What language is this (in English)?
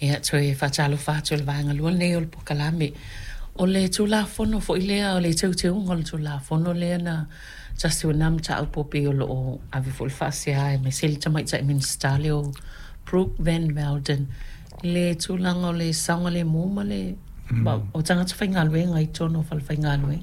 Samoan